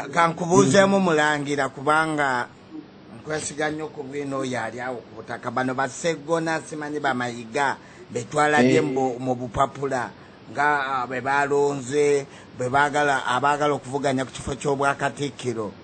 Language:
Ganda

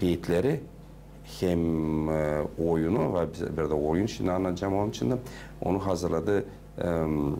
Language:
Gagauz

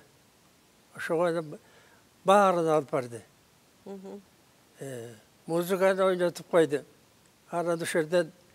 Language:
Kyrgyz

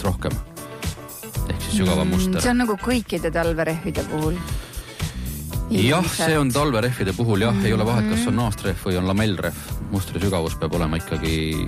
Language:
Estonian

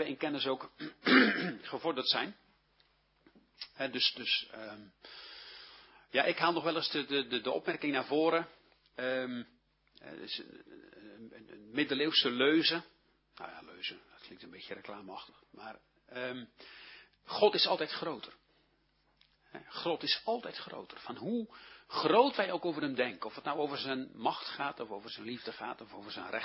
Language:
Dutch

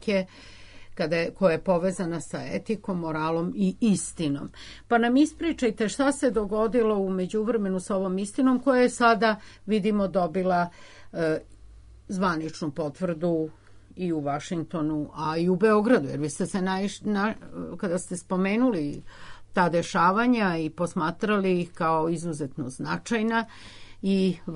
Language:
Serbian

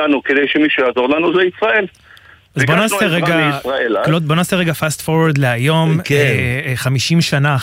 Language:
Hebrew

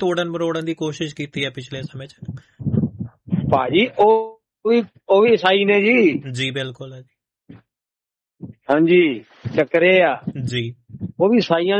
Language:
Punjabi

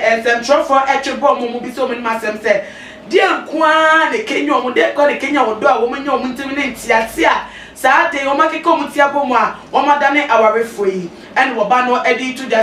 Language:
Akan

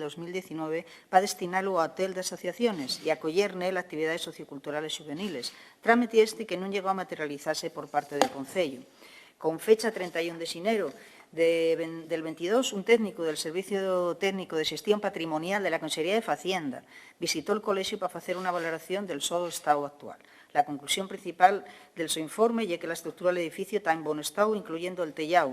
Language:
Asturian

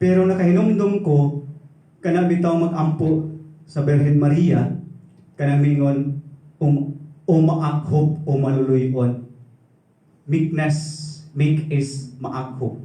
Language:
Cebuano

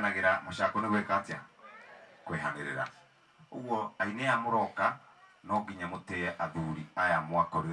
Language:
Kikuyu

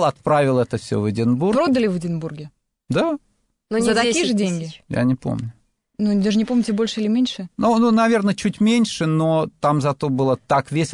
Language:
Russian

